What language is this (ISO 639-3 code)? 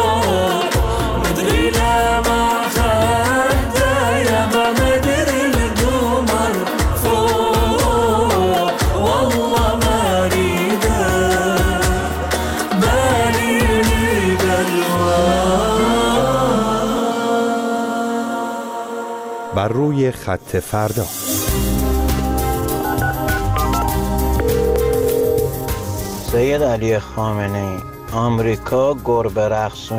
fas